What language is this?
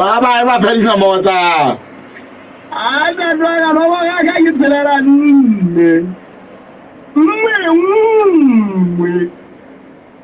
Southern Sotho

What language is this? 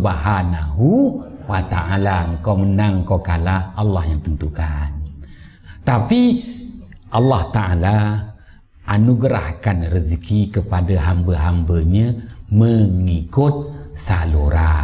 Malay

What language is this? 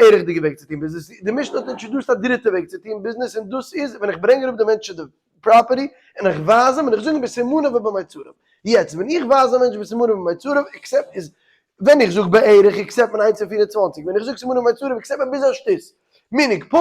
Yiddish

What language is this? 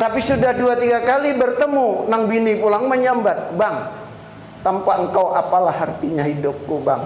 Banjar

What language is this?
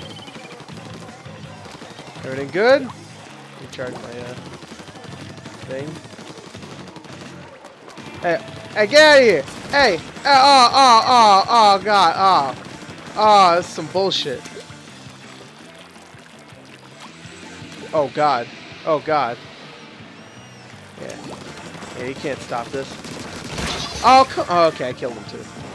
English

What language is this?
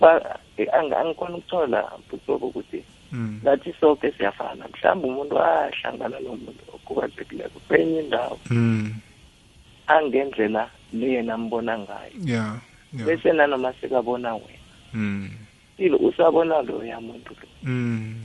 South Ndebele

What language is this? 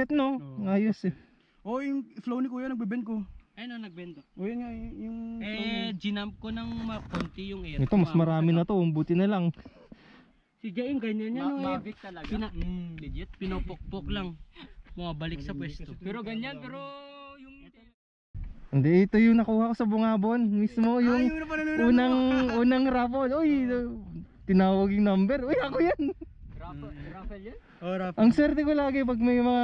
Filipino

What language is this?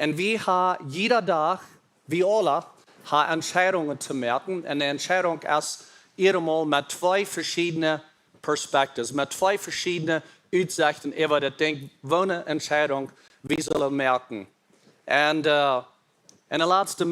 Plautdietsch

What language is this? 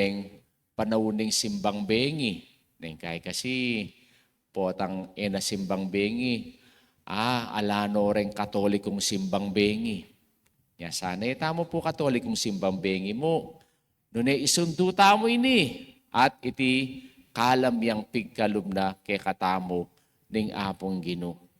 Pampanga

